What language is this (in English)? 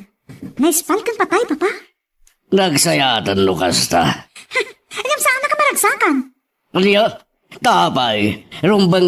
Iloko